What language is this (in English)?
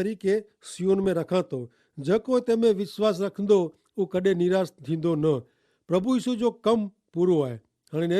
Kachhi